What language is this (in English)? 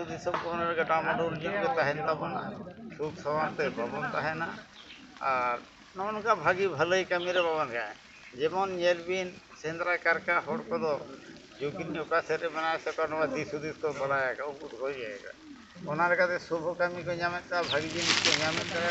Santali